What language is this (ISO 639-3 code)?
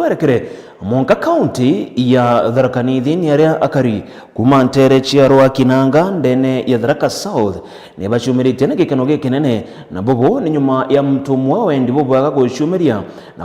mer